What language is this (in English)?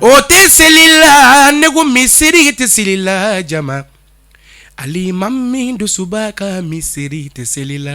Bambara